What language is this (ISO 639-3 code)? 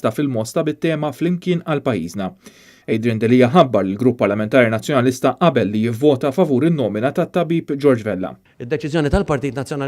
mlt